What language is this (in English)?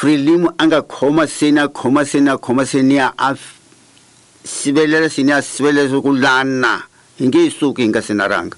Tsonga